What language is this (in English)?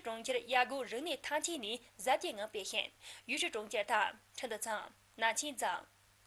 Tibetan